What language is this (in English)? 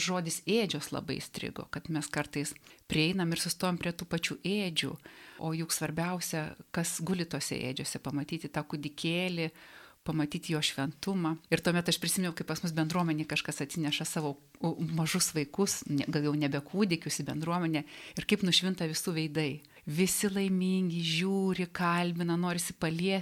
Lithuanian